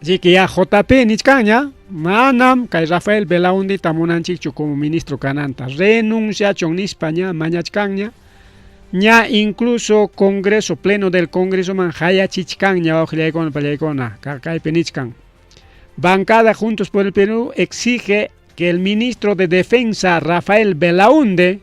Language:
Ayacucho Quechua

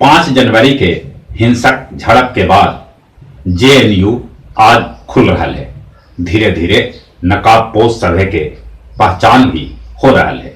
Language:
Magahi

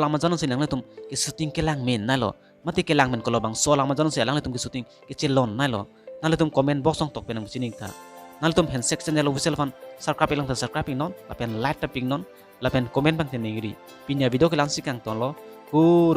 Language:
Karbi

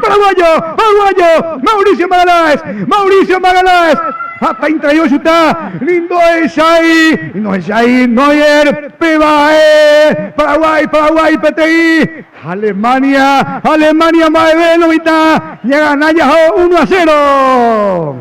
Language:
Guarani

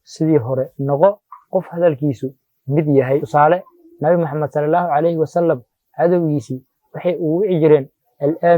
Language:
Somali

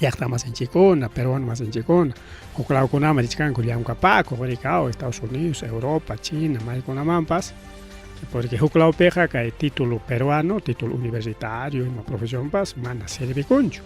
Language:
Ayacucho Quechua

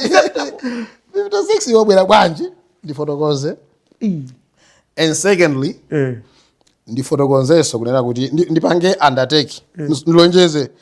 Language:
Nyanja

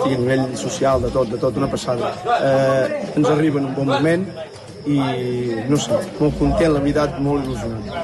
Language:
Catalan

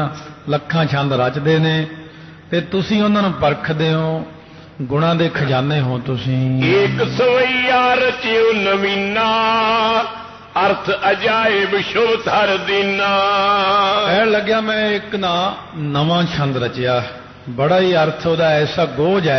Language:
Punjabi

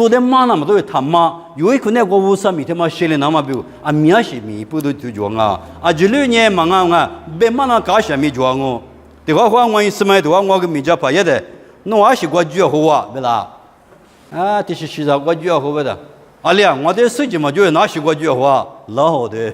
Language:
Lisu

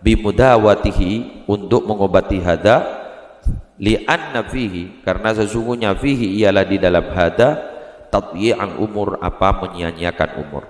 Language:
Madurese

